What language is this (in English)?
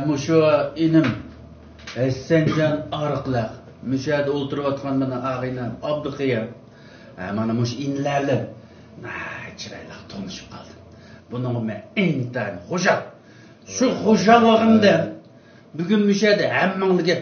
Uyghur